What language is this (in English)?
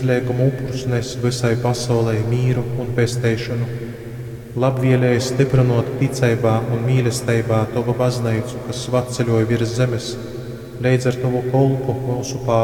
Latgalian